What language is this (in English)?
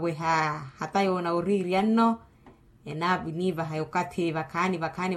Makhuwa